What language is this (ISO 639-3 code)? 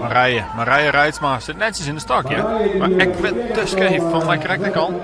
fry